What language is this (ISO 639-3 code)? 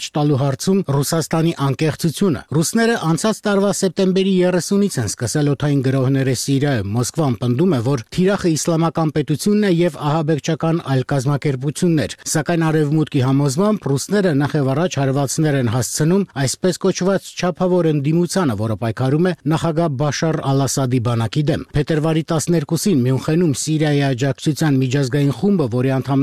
hye